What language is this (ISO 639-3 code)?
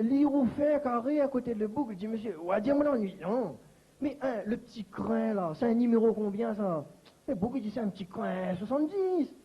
rcf